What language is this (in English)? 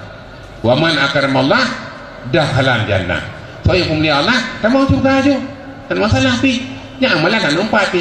Achinese